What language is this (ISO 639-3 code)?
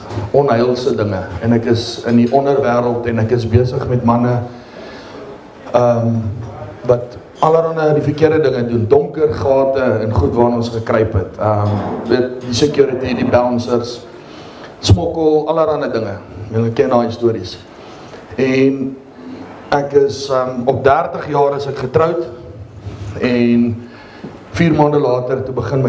afr